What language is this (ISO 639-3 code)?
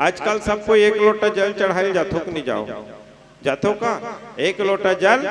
hne